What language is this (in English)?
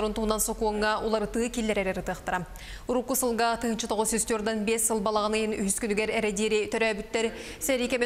Yakut